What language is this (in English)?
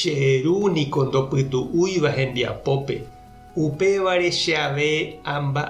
Guarani